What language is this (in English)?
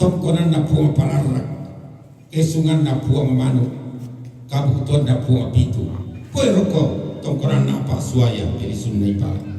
Toraja-Sa'dan